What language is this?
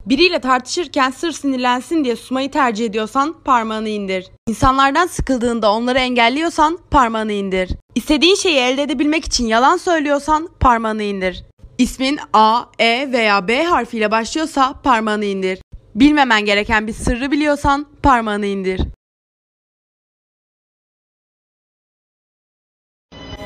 Turkish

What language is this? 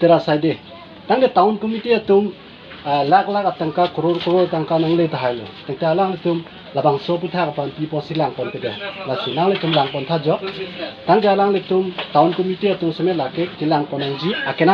Karbi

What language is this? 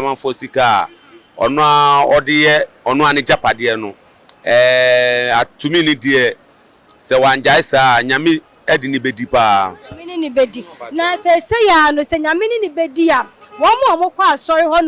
Akan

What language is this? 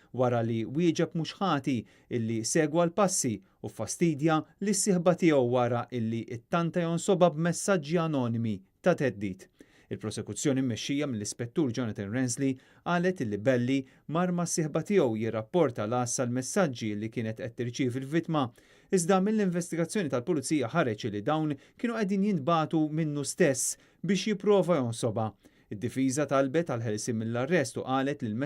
Maltese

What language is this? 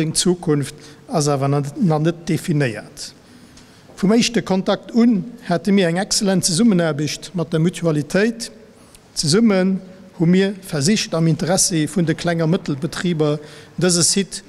Luxembourgish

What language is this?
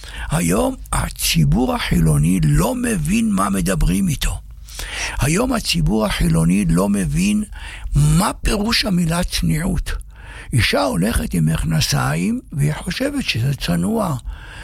Hebrew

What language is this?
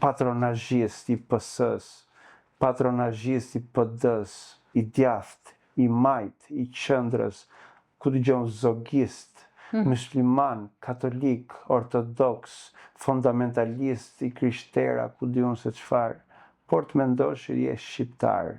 Albanian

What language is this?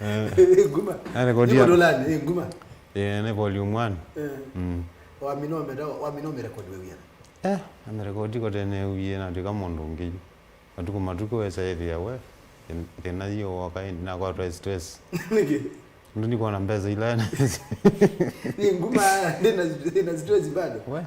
Kamba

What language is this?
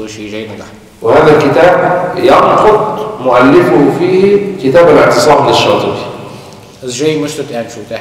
Ingush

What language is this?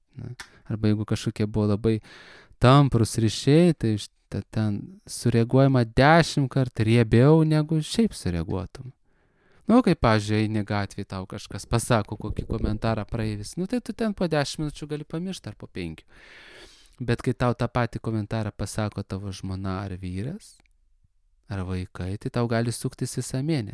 Lithuanian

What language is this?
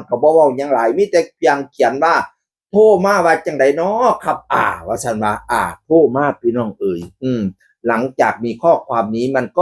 Northeastern Thai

